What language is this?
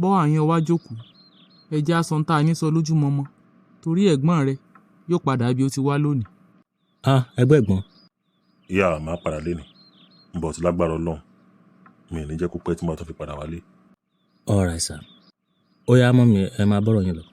Yoruba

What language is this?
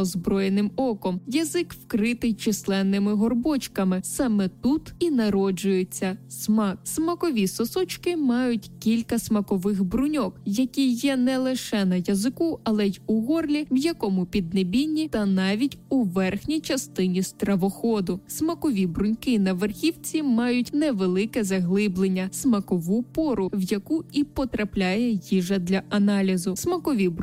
Ukrainian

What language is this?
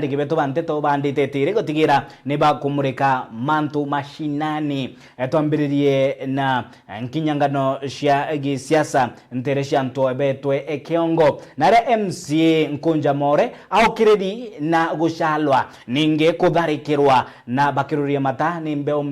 Meru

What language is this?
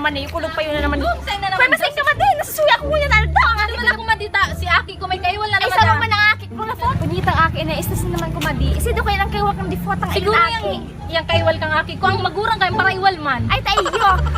Bikol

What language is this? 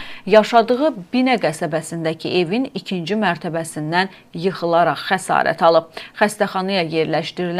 Azerbaijani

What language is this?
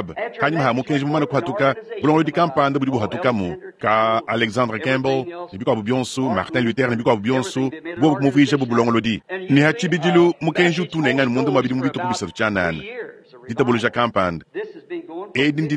Luba-Lulua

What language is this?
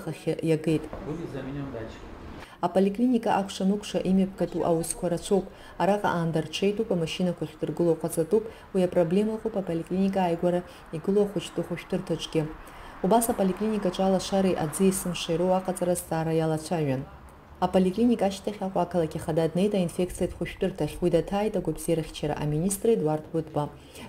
Abkhazian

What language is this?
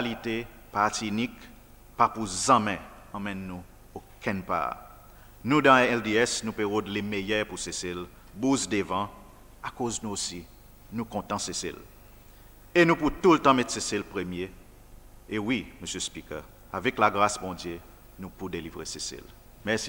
Seselwa Creole French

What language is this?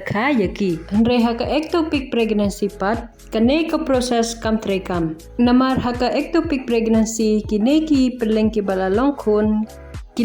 Khasi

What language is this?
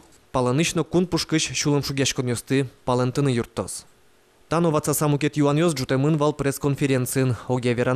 Udmurt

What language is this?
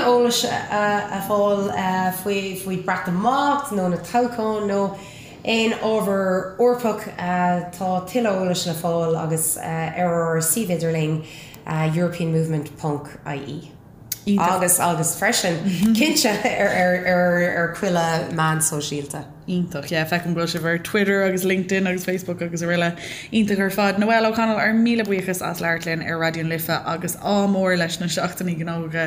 Irish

